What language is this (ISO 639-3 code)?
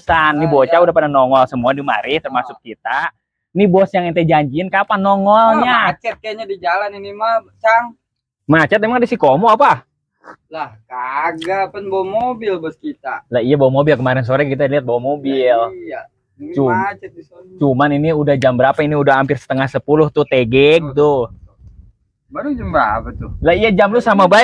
bew